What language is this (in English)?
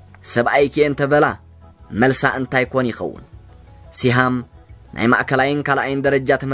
Tigrinya